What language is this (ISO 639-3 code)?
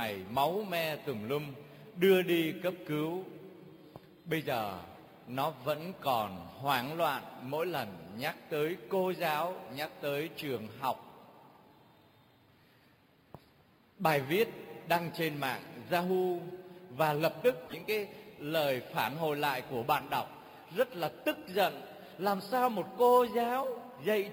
vie